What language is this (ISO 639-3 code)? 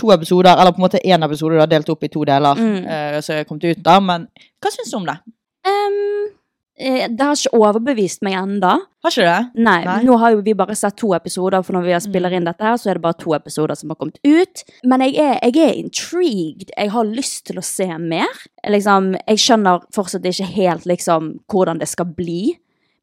nor